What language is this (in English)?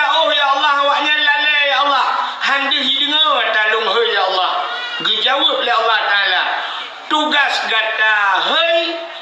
Achinese